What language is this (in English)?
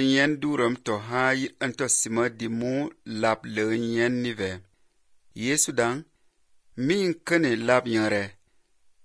Basque